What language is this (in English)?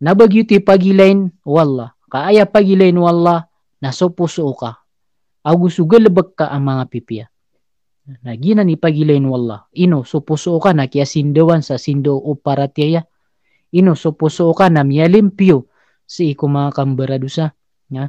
Maranao